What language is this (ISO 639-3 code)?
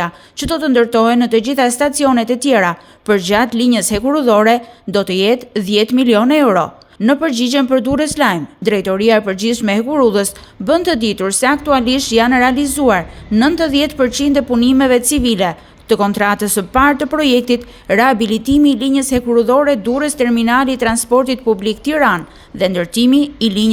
sqi